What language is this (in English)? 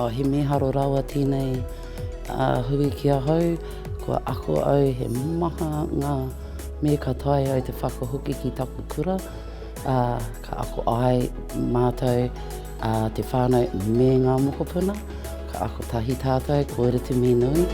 Māori